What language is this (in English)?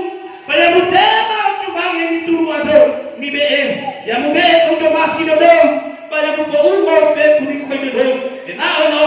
Nias